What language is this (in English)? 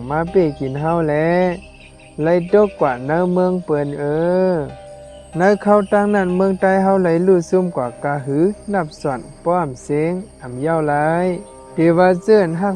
Shan